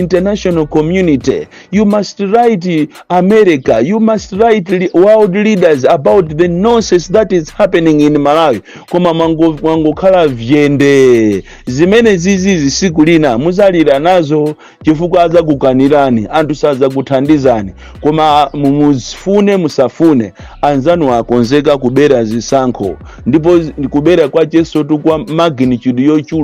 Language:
Nyanja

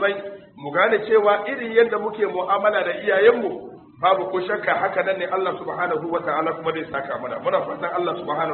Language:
Hausa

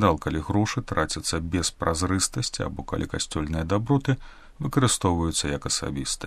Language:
Belarusian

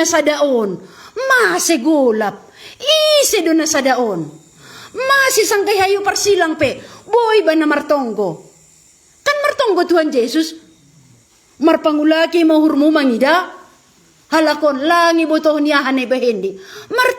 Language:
Batak Simalungun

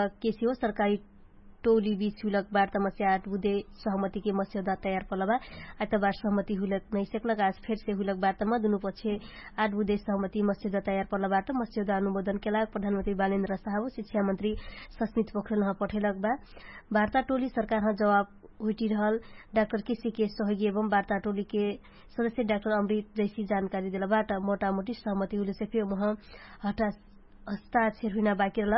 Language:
Dangaura Tharu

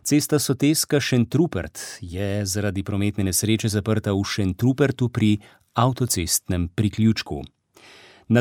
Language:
Slovenian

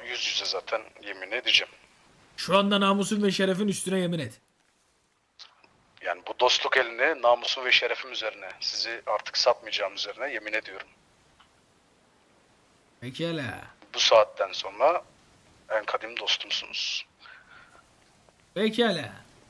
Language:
Turkish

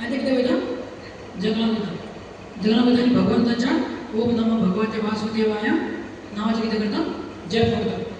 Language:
Konkani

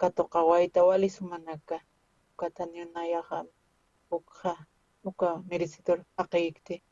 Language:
Aymara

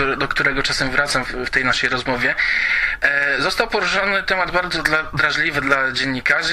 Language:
Polish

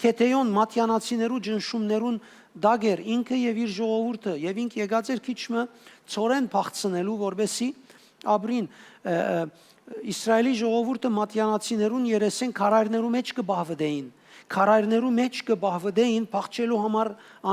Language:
Western Armenian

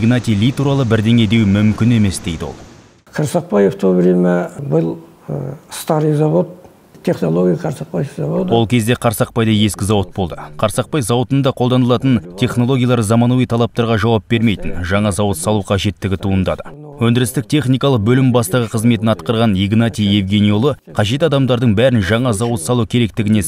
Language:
Kazakh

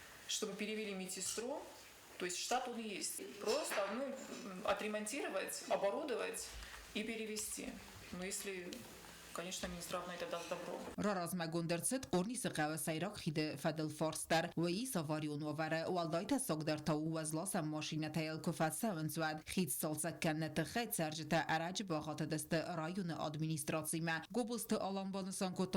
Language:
Ossetic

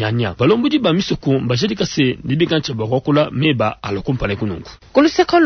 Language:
Luba-Lulua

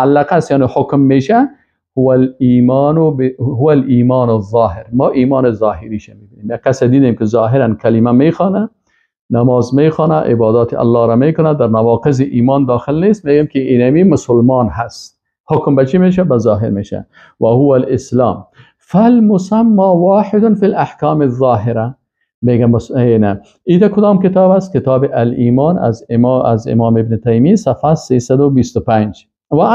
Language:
Persian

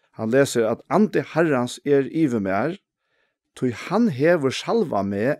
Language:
Faroese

